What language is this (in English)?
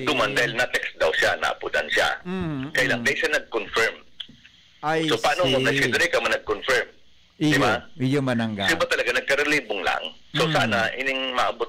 Bikol